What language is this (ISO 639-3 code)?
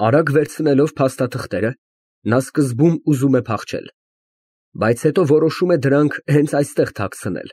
hye